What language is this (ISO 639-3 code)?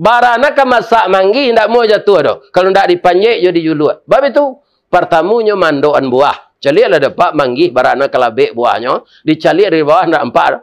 min